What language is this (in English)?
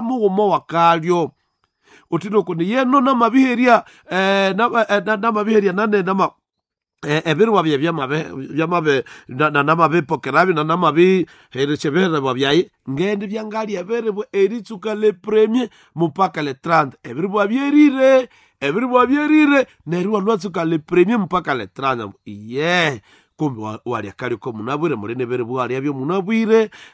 Nande